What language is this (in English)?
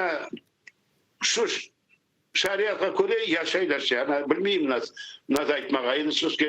Crimean Tatar